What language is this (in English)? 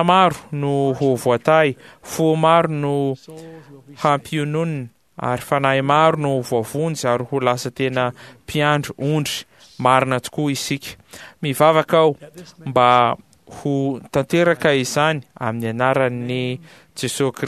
Malagasy